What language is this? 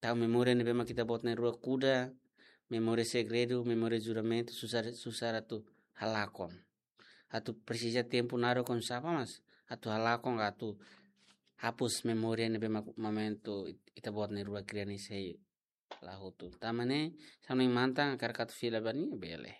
Tetum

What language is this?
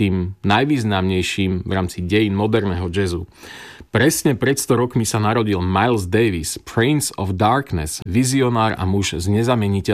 Slovak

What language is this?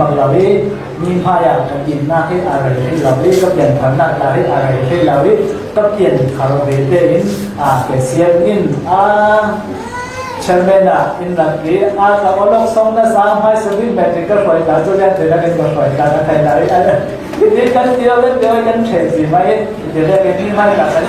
Falam Chin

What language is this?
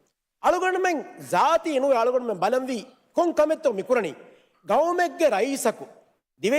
Divehi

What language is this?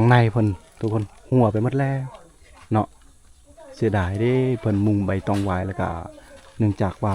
Lao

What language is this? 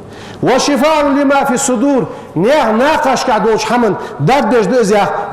Ingush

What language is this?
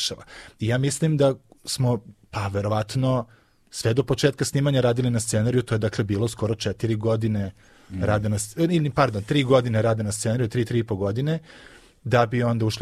Serbian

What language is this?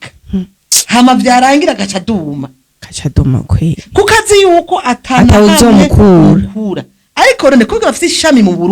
Rundi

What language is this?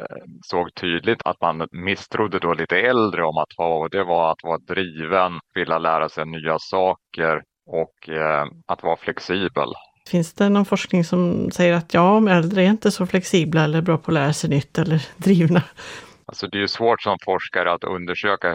Swedish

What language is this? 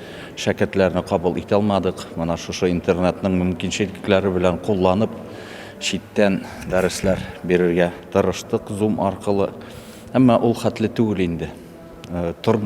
Bashkir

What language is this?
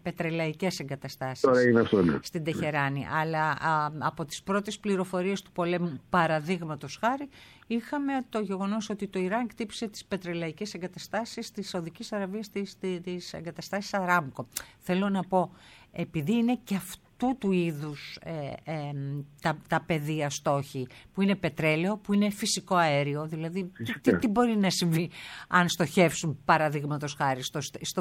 Greek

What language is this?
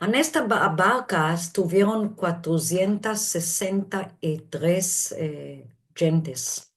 Ladino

